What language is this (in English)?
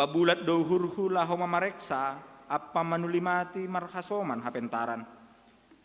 Batak Simalungun